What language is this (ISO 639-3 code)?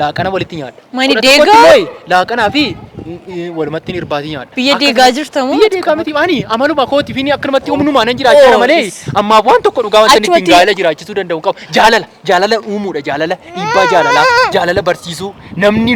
orm